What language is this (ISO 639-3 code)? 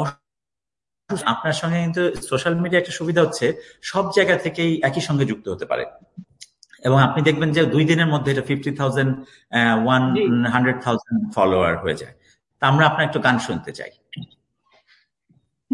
ben